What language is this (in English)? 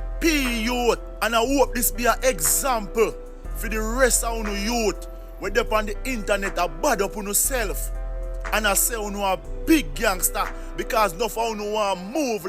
Jamaican Creole English